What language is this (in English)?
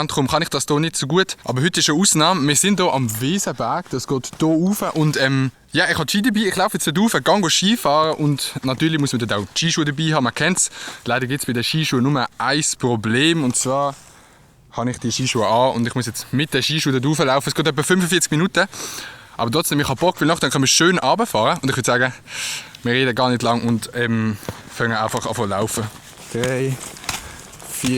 Swiss German